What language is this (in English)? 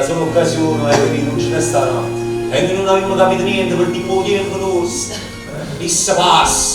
Neapolitan